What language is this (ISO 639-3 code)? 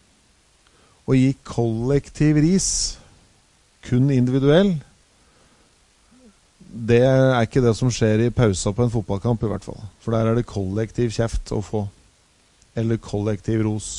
nor